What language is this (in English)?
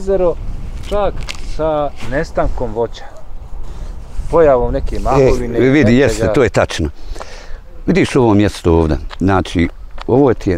Bosnian